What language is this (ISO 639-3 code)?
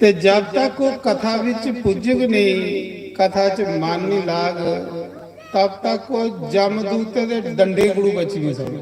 doi